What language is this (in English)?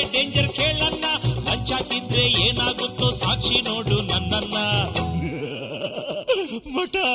Kannada